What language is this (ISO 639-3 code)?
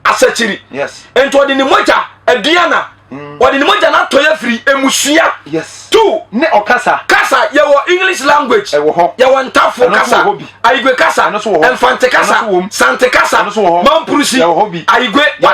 aka